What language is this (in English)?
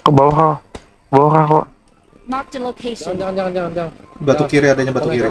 Banjar